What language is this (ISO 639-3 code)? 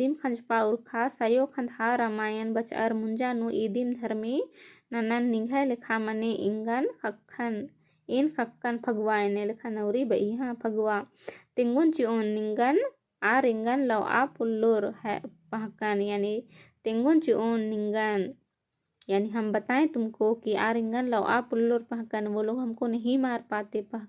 kru